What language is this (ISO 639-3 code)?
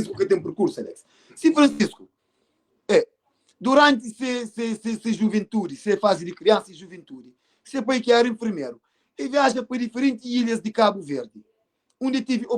kea